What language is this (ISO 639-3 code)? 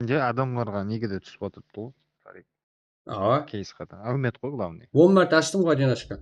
kaa